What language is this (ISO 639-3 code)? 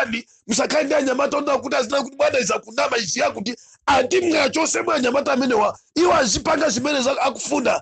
nya